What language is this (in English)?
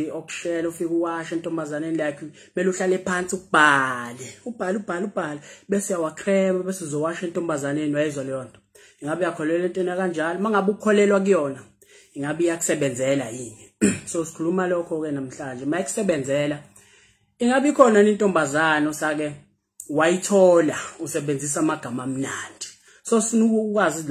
Zulu